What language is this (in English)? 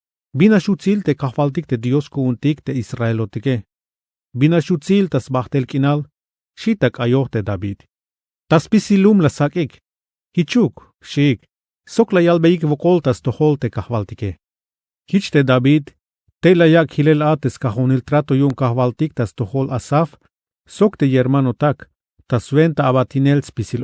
Tzeltal